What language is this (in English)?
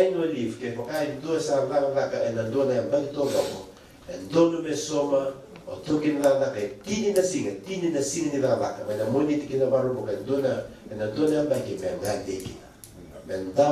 Fijian